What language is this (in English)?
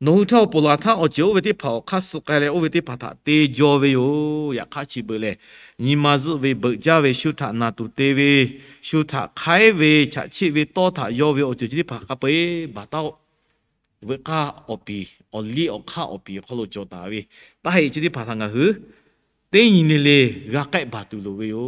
Lahu